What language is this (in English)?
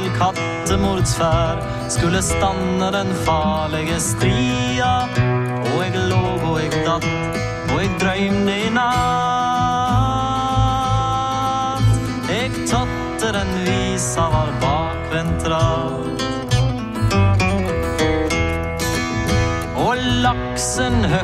Norwegian